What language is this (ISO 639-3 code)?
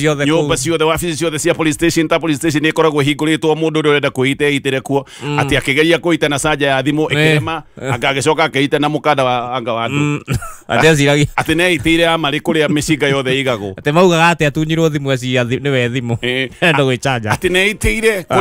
kik